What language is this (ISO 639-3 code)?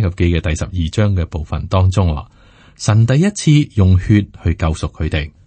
yue